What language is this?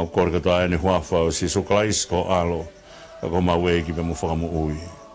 Tongan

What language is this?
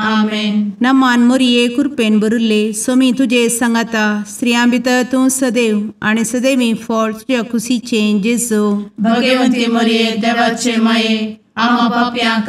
Konkani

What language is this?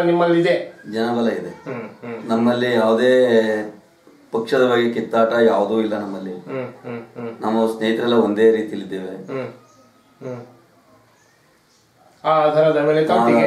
Kannada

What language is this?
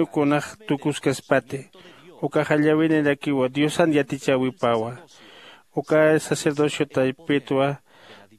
Aymara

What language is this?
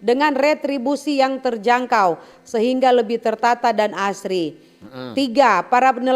Manado Malay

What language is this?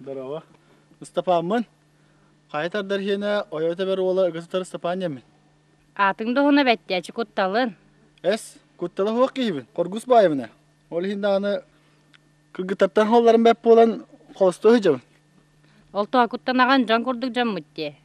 Yakut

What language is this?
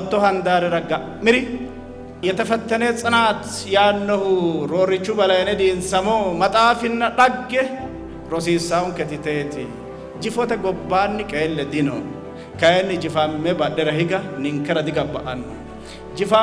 Sidamo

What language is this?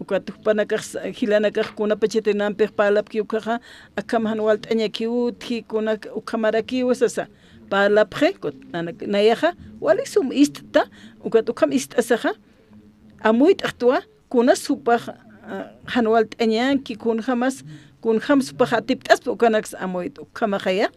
Aymara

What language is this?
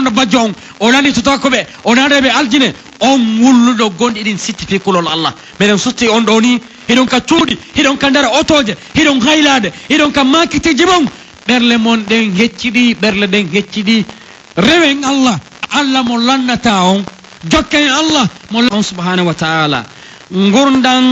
Pular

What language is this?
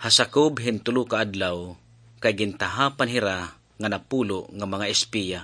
Waray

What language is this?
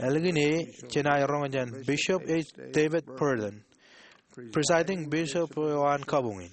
Marshallese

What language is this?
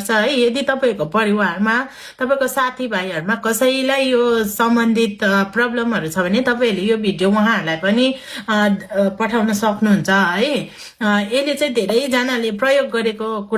Nepali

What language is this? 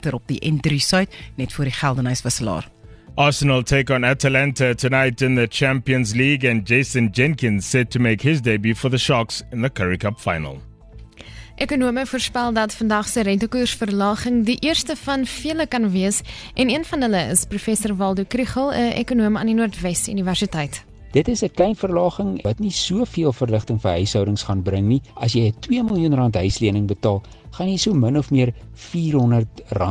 Afrikaans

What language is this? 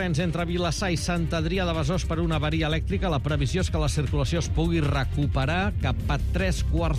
Catalan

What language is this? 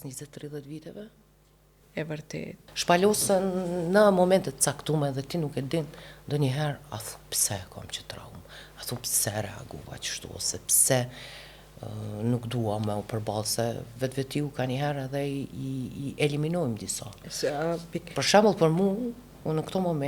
Albanian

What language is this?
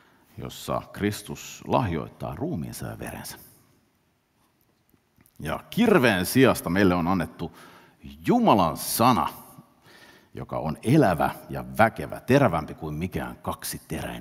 Finnish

